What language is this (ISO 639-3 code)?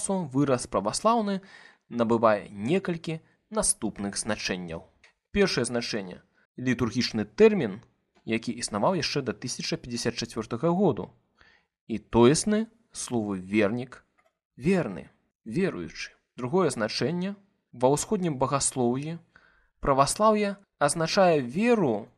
bel